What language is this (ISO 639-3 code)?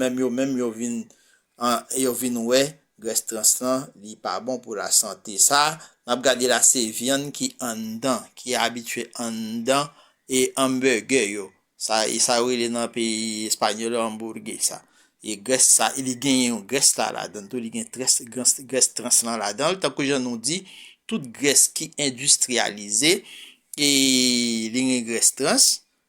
hat